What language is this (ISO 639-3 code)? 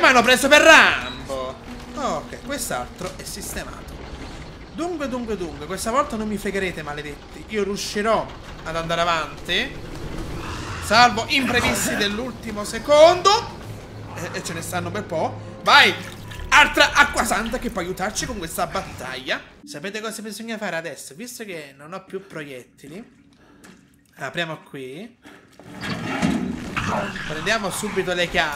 ita